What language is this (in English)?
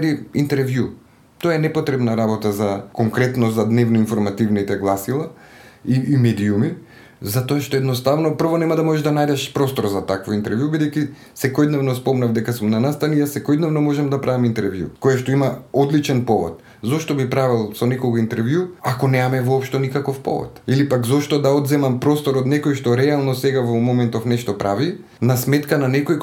Macedonian